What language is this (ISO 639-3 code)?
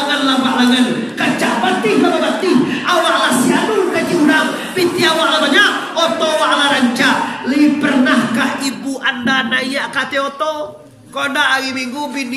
min